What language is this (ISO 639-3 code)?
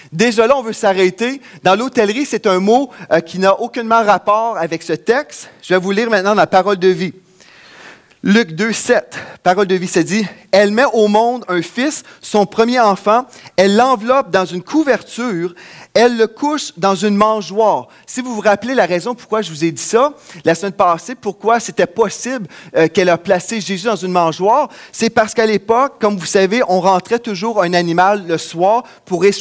fra